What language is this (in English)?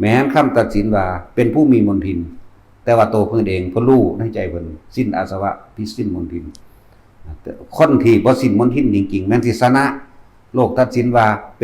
Northeastern Thai